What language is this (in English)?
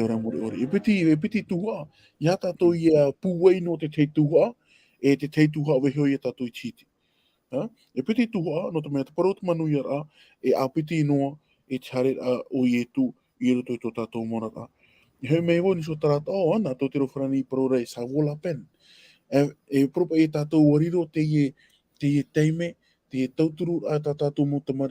Tahitian